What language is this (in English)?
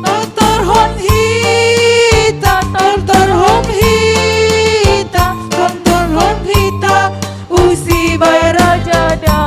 Batak Simalungun